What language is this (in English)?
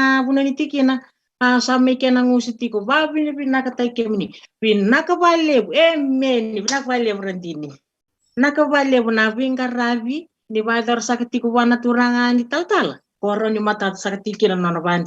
Fijian